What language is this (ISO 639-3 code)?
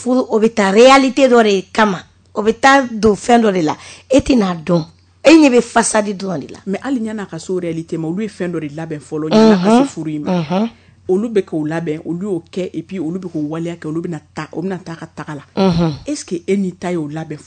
bam